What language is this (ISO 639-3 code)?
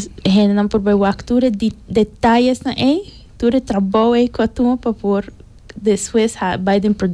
pap